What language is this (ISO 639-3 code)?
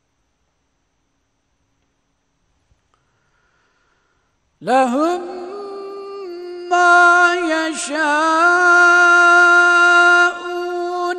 tur